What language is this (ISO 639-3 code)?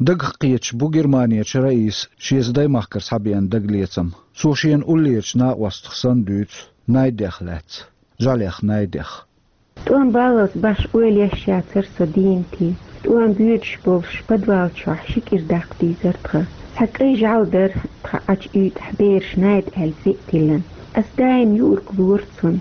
che